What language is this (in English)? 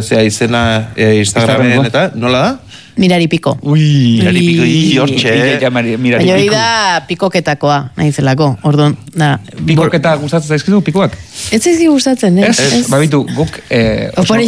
Basque